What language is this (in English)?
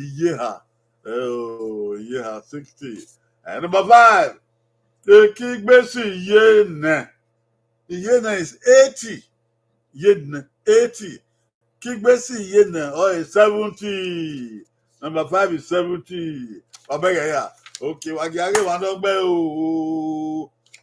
Bini